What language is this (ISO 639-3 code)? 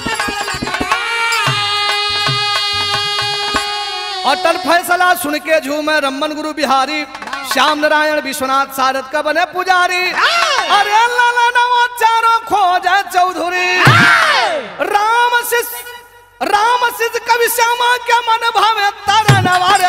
bho